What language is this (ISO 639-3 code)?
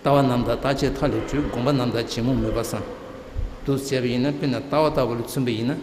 bod